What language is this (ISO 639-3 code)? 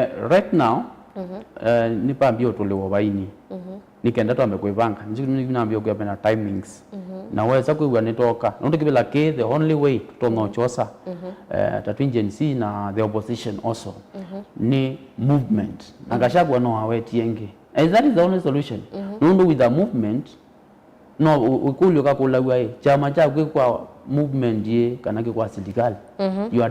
kam